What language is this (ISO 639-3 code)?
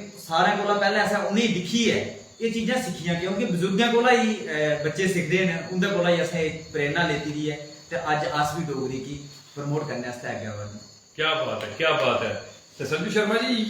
doi